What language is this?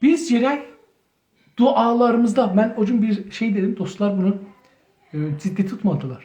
South Azerbaijani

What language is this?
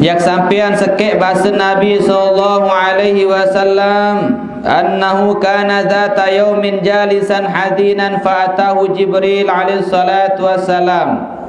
Sasak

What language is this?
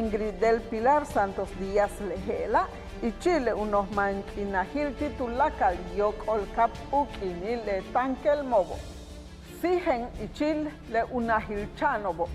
Yucateco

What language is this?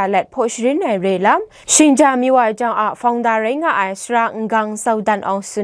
Kachin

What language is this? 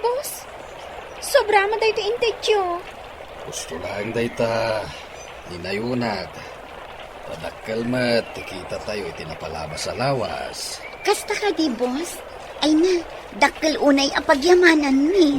Iloko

